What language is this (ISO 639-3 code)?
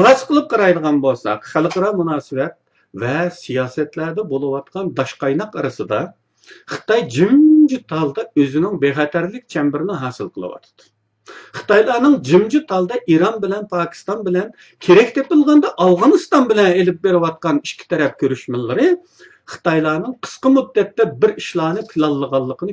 uig